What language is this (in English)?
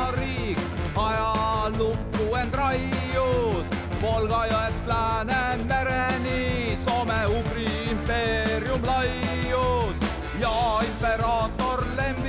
Estonian